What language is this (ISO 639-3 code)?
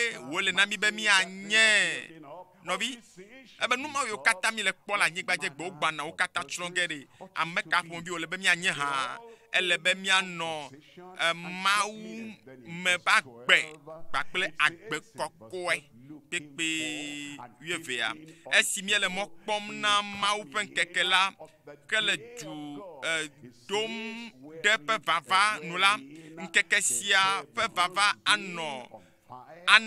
ewe